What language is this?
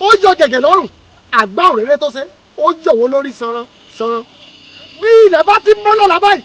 Yoruba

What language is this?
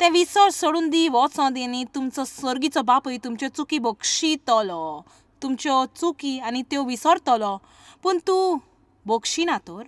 Konkani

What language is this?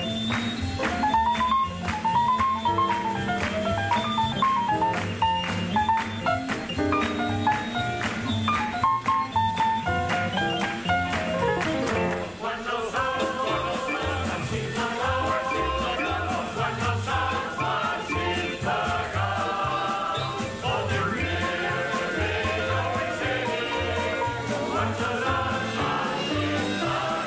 Catalan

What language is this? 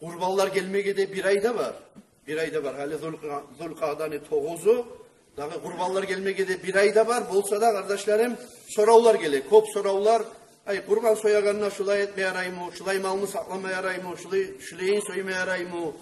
Kumyk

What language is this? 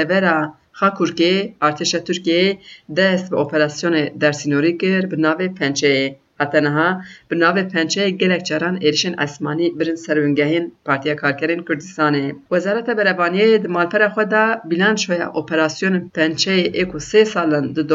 Kurdish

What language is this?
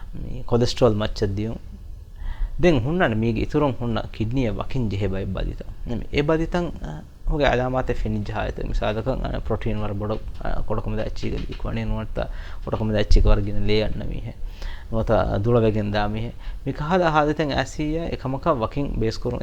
Divehi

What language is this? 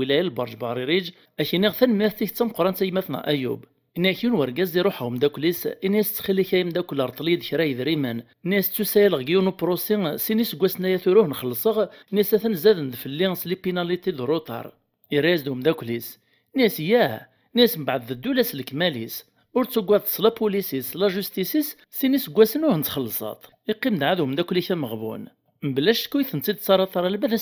Kabyle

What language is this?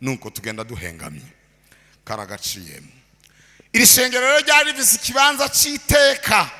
Rundi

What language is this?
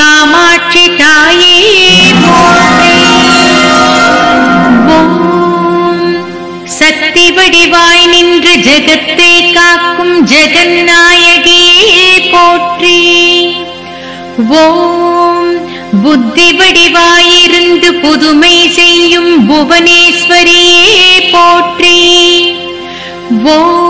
Tamil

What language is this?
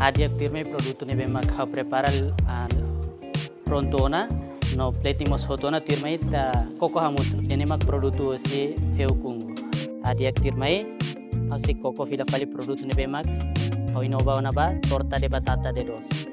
Tetum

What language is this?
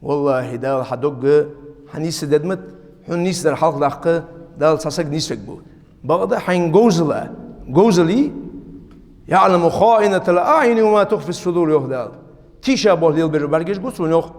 Ingush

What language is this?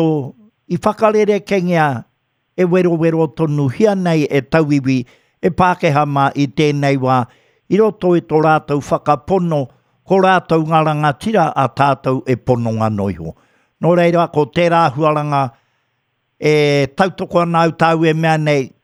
Māori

